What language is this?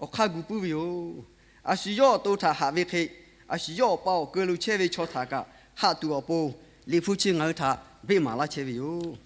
Lahu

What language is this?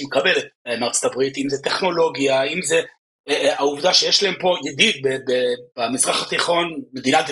Hebrew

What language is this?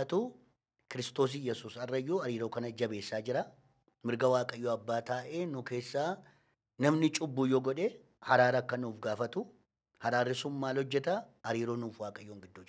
Oromo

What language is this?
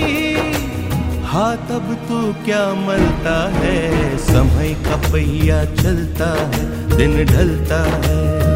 Hindi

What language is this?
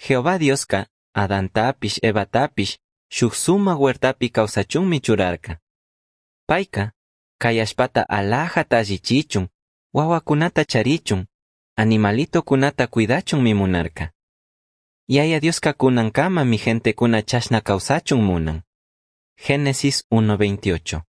Chimborazo Highland Quichua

